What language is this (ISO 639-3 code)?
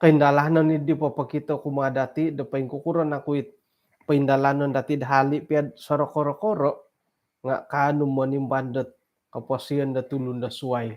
dtp